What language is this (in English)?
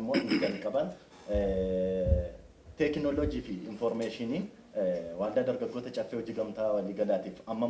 Oromo